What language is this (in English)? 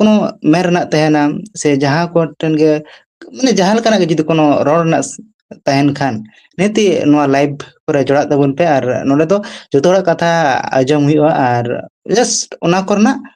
Santali